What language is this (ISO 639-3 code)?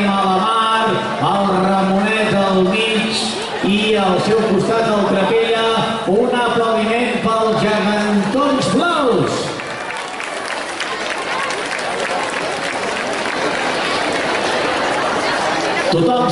cat